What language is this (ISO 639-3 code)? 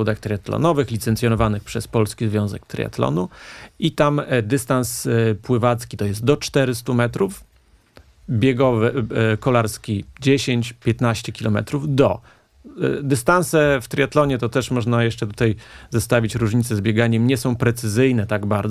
pol